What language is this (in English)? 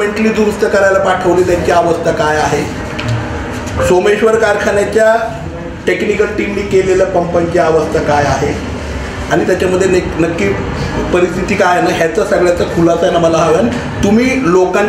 Marathi